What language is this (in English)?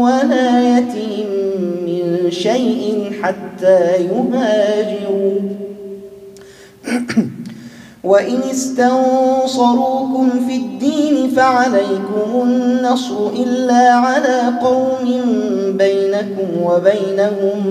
Arabic